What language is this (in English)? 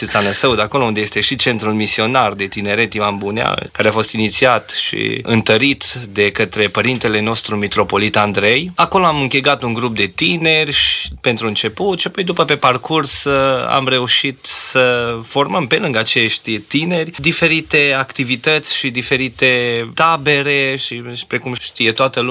Romanian